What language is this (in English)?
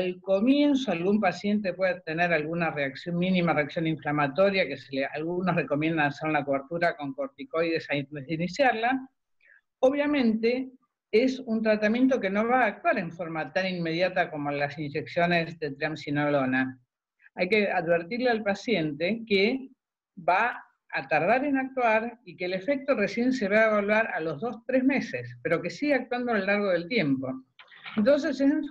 Spanish